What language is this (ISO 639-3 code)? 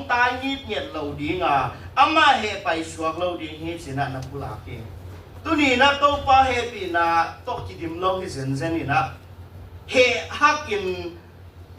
ctd